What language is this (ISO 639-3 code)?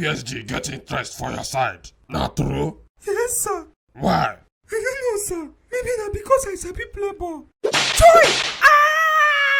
pcm